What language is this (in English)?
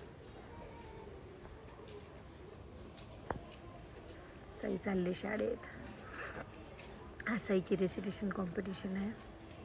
Marathi